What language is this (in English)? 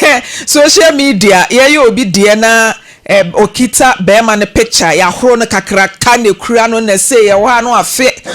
Akan